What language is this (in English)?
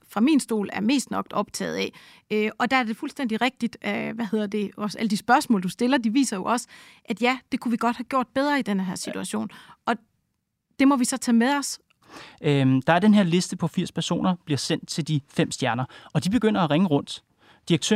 Danish